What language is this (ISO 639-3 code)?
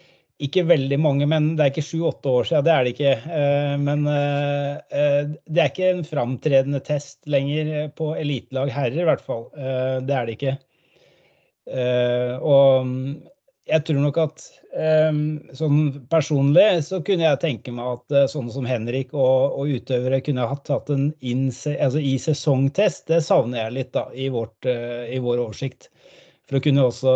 nor